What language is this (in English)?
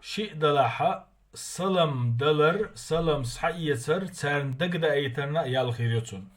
Chechen